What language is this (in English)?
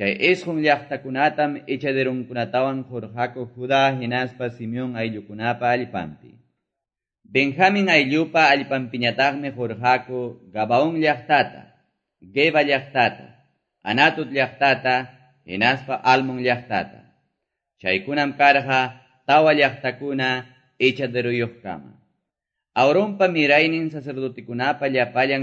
Quechua